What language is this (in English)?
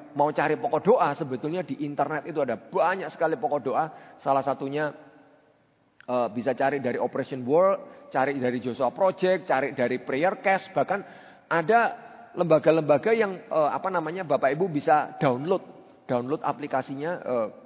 Indonesian